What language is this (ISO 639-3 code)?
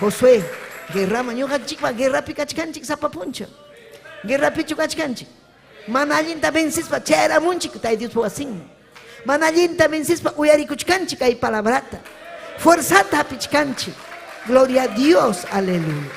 quy